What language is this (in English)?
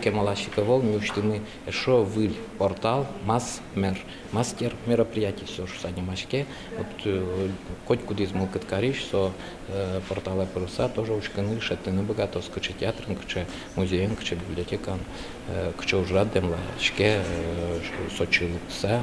Udmurt